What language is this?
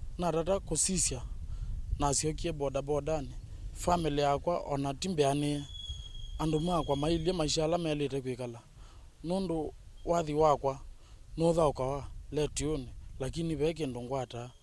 Kamba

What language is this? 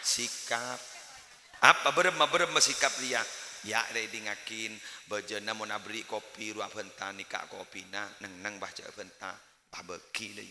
Madurese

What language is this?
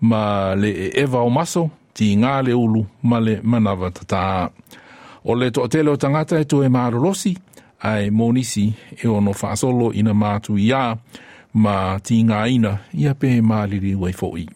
Samoan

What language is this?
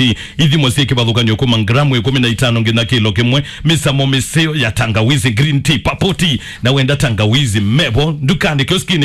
Kamba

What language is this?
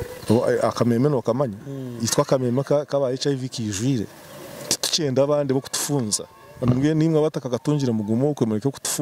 Kinyarwanda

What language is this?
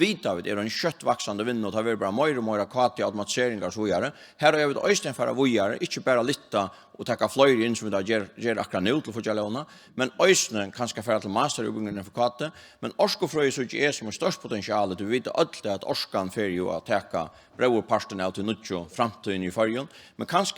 Faroese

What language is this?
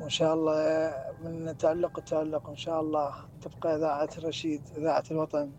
Mesopotamian Arabic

